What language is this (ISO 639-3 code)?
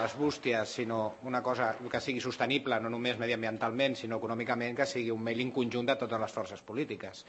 cat